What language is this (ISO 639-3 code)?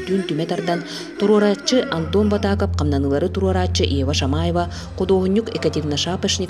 sah